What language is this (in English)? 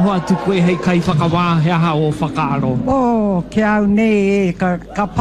Māori